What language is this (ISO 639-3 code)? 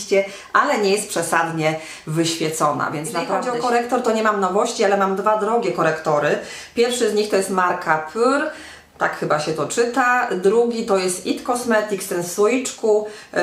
pol